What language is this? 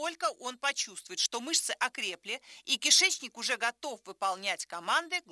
Russian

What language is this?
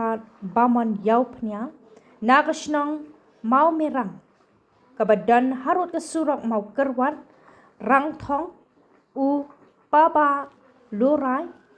Khasi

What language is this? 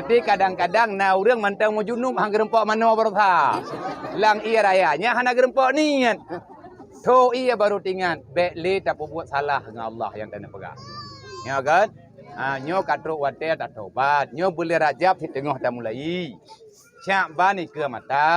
Achinese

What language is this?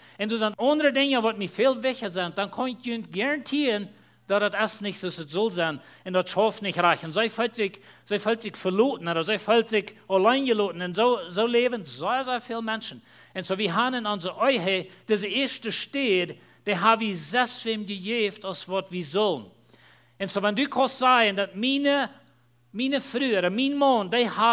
Plautdietsch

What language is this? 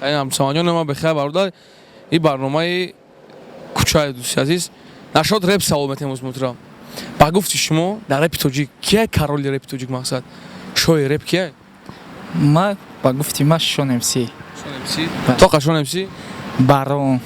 Tajik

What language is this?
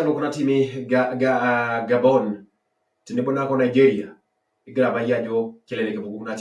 Masai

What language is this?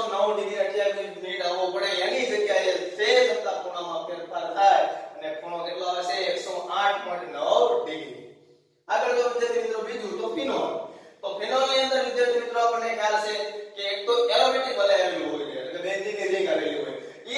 Gujarati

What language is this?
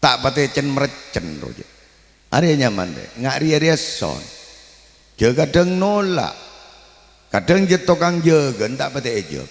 Madurese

